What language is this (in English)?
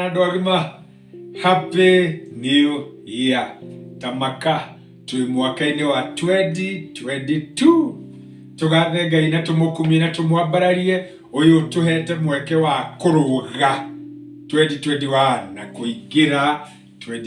Kikuyu